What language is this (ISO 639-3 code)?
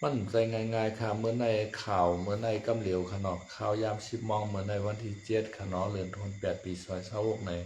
shn